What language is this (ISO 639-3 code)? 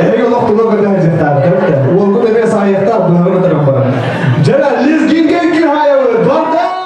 sah